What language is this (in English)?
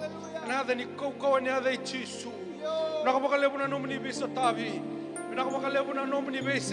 Fijian